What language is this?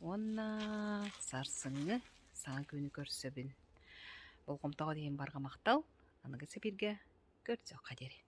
Yakut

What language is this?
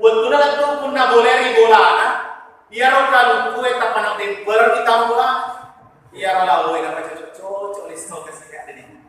Buginese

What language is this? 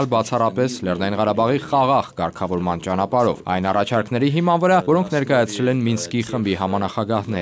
Armenian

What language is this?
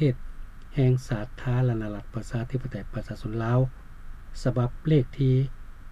Lao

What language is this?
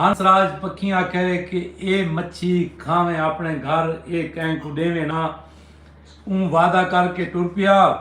Saraiki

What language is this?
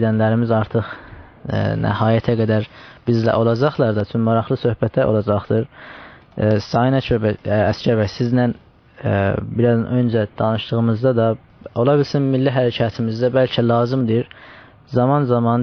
South Azerbaijani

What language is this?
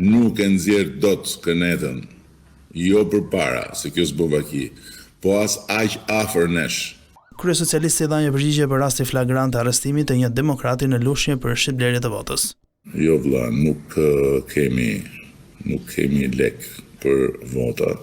Albanian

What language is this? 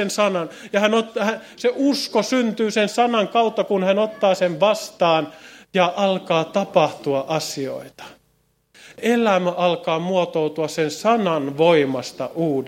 Finnish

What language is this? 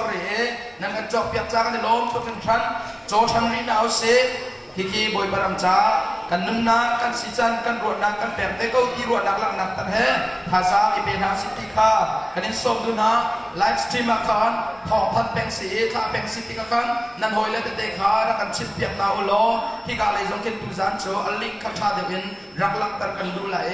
Hakha Chin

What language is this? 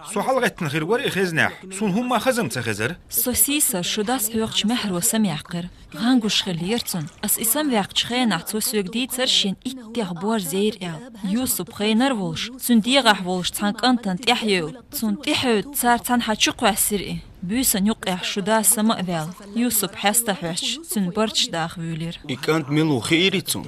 Chechen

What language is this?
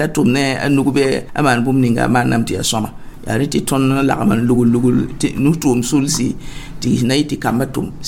Mossi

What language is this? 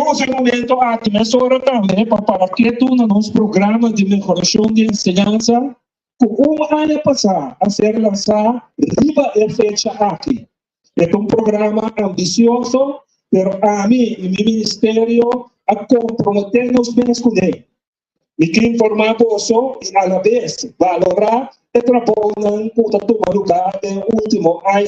Papiamento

